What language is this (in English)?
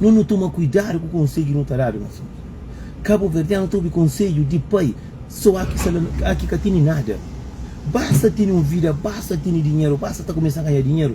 Kabuverdianu